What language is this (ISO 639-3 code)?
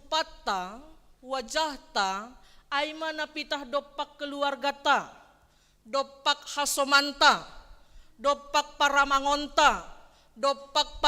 bts